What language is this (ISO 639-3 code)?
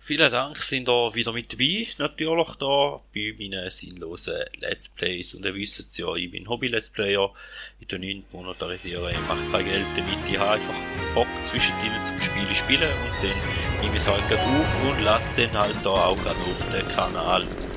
gsw